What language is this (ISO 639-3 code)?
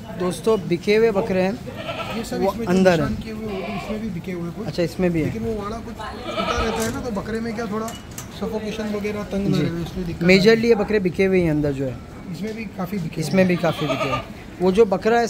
hin